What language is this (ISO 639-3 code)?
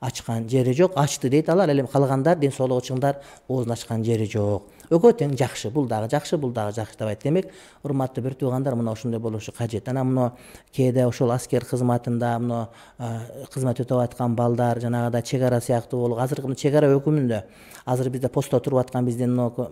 kir